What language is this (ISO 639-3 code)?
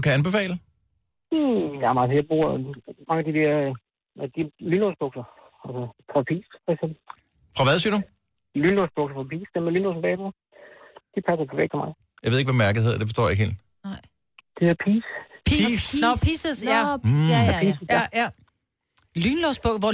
dan